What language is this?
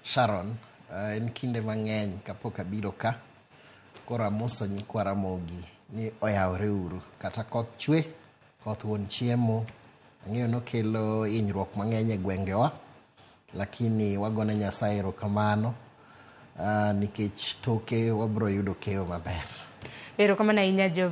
Luo (Kenya and Tanzania)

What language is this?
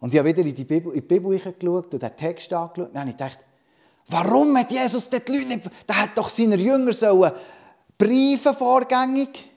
Swiss German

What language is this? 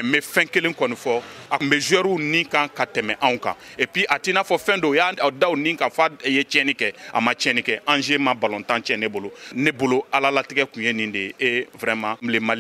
Bambara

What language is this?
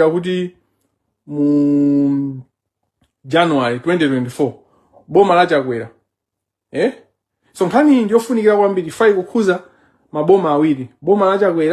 Nyanja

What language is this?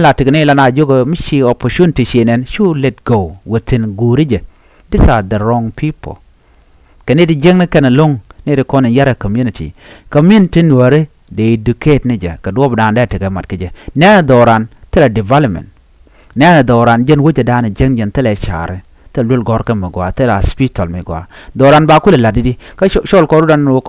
Nuer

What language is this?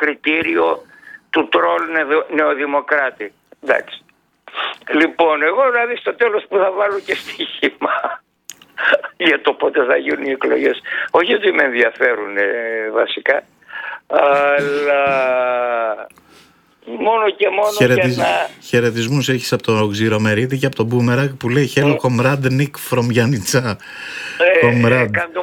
Greek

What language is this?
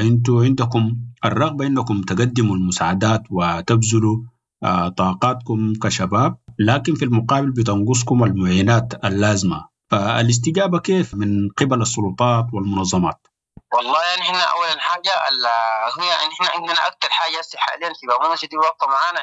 Sudanese Arabic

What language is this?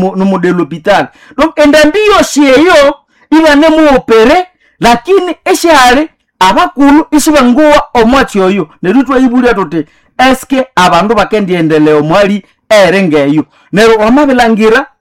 Nande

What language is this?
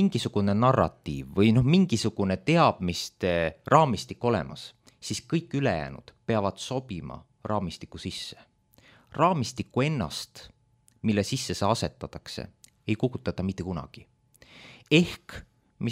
Estonian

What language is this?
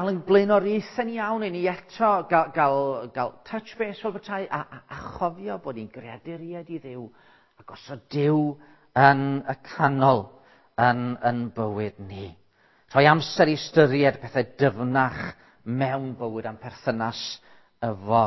Welsh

